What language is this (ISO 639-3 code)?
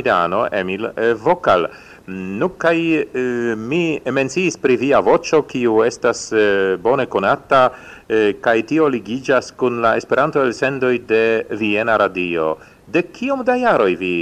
epo